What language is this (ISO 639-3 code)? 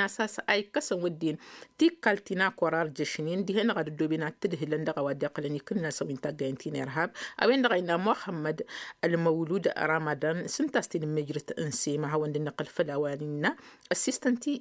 taq